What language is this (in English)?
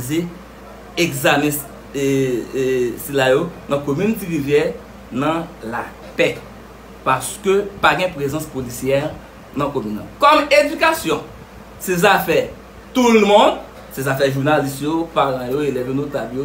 Haitian Creole